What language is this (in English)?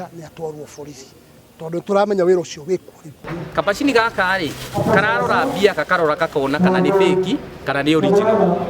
Kikuyu